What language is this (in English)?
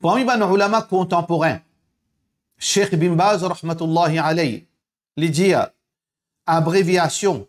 Morisyen